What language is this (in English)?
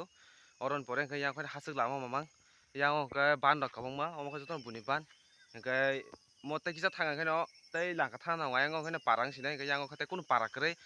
Kok Borok